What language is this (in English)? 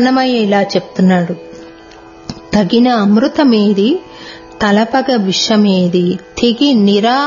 Telugu